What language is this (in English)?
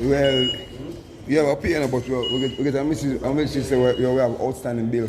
Jamaican Creole English